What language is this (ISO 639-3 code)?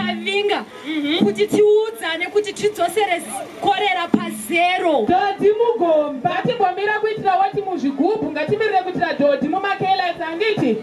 sna